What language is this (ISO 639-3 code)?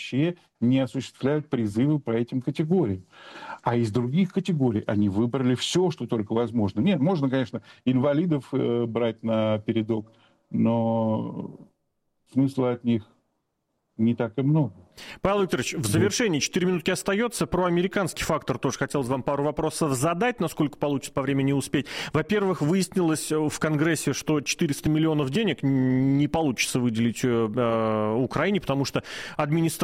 rus